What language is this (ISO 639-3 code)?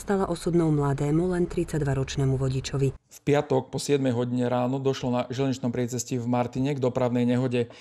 slk